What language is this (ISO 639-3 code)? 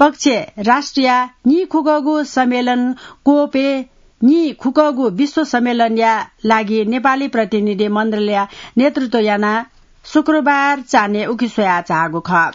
new